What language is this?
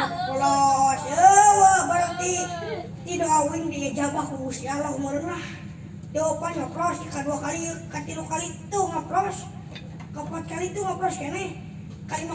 Sundanese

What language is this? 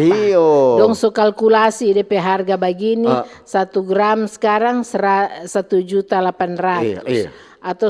Manado Malay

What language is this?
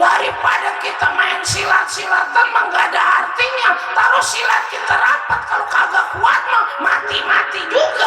Betawi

